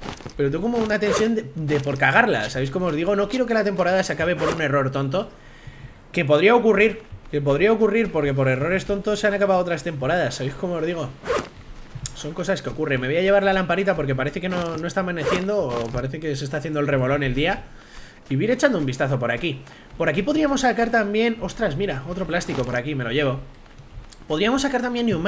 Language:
Spanish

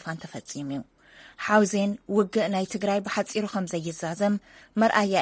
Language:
Tigrinya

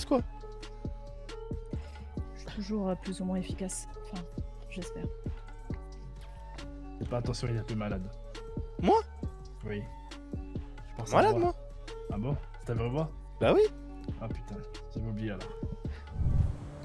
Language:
French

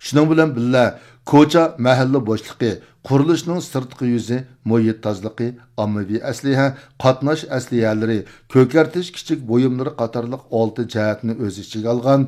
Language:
Uyghur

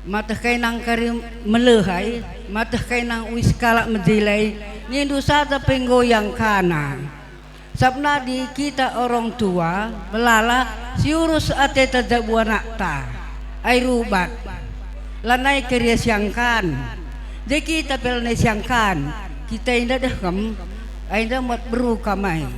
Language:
Batak Karo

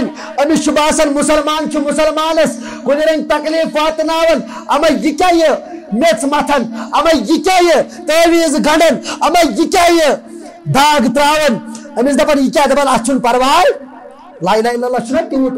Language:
Kashmiri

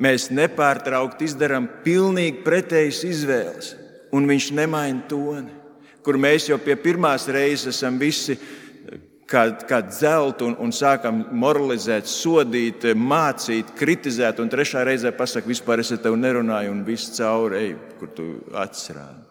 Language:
Latvian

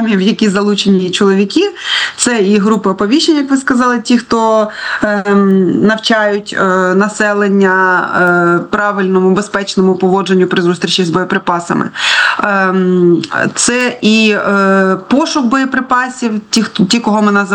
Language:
Ukrainian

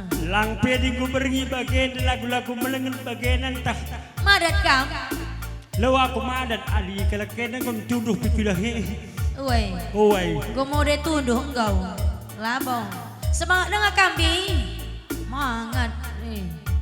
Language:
Batak Karo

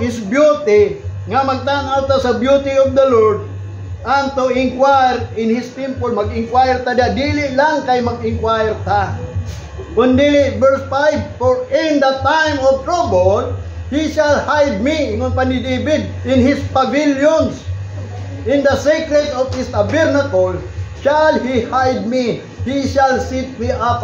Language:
Cebuano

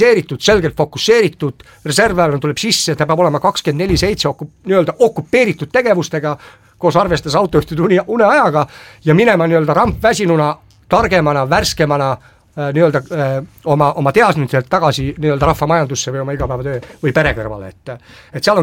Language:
Estonian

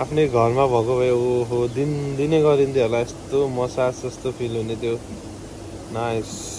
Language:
Nepali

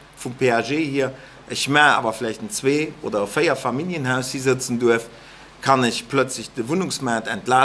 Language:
Luxembourgish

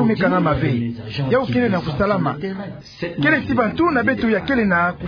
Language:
Kituba (Democratic Republic of Congo)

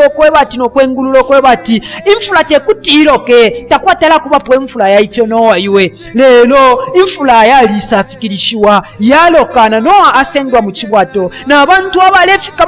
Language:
Bemba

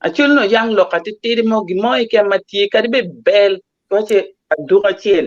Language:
Acoli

